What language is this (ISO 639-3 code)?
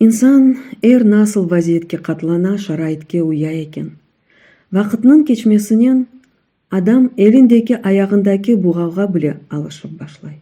crh